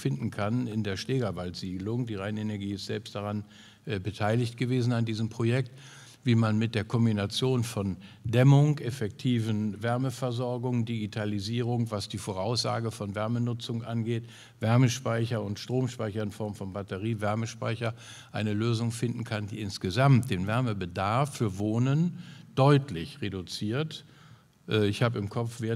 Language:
German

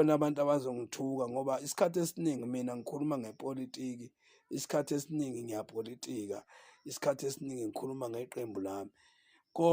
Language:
Zulu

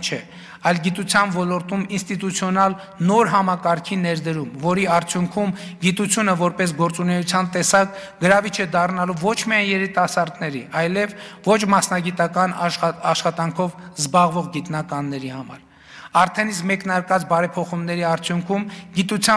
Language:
Armenian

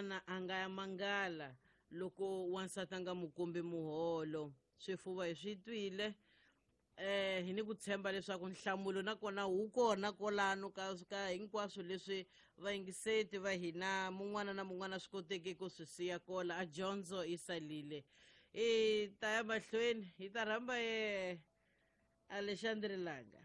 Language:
Tsonga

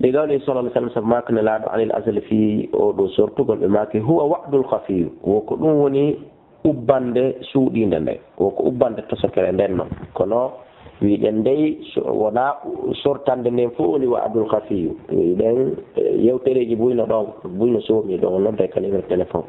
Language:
Fula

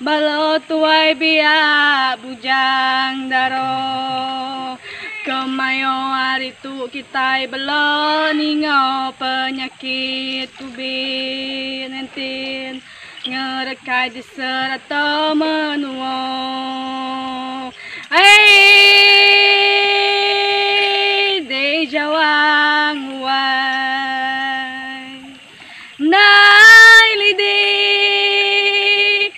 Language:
Iban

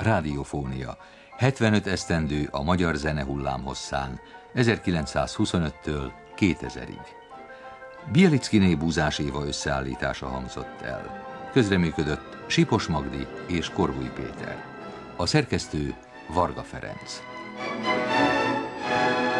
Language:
Hungarian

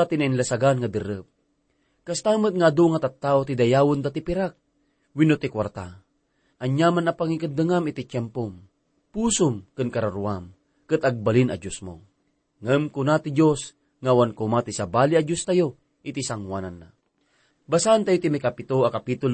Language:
Iloko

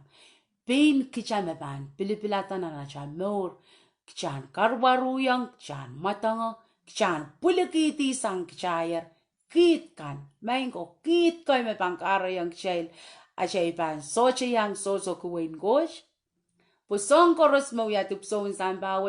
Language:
Pohnpeian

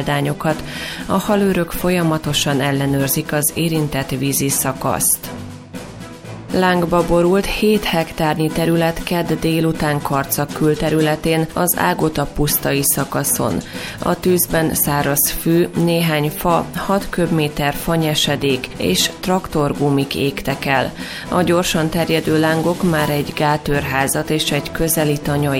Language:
Hungarian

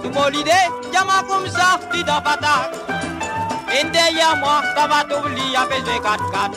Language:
Morisyen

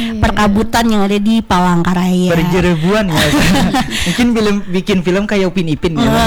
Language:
Indonesian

